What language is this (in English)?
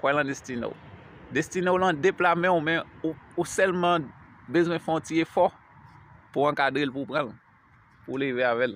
Haitian Creole